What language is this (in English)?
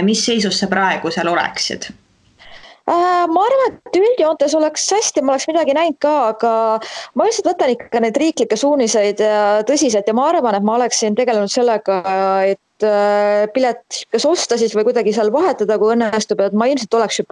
Estonian